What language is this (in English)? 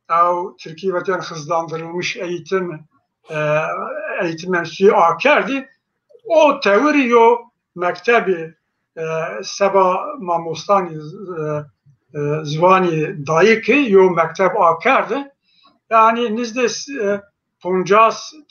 Zaza